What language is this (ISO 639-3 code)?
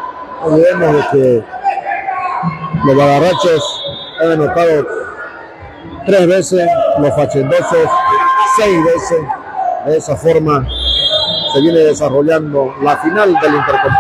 spa